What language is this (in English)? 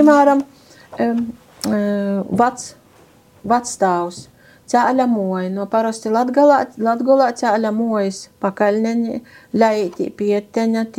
Latvian